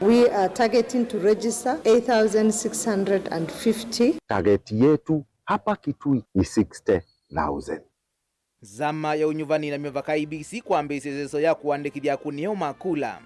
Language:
Kamba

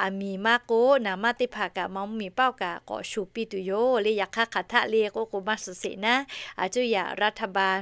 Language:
Lahu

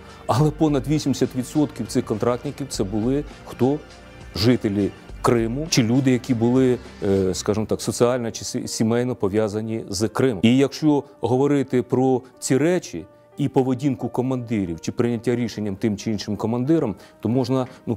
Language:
Ukrainian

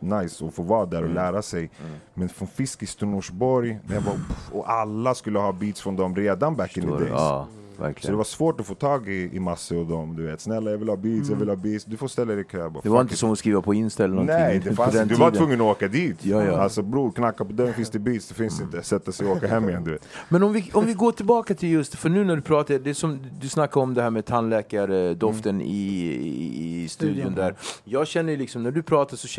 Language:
Swedish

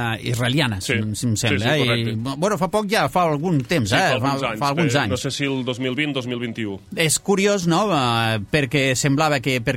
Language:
Catalan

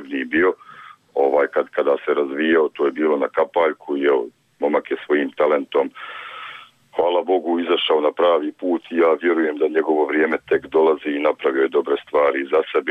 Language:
Bosnian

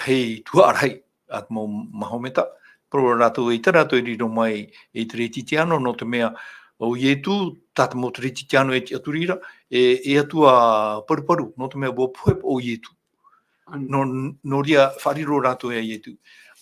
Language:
Tahitian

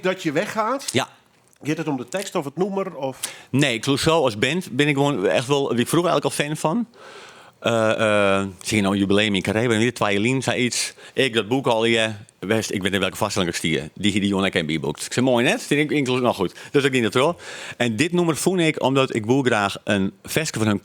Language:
Western Frisian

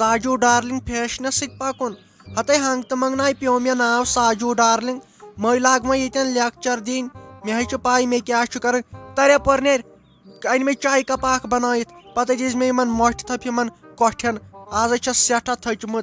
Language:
Kashmiri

